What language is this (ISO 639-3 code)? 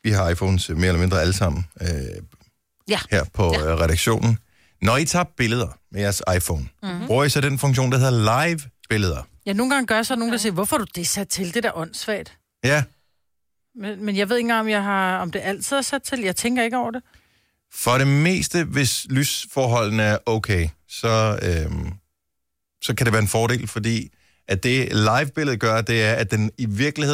dan